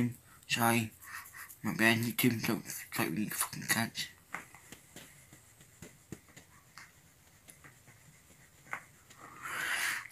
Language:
English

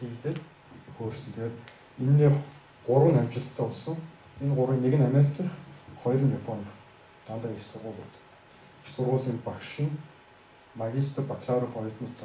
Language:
Mongolian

